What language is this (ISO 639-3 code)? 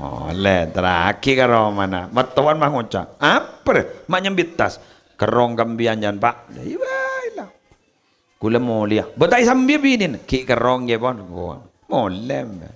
mad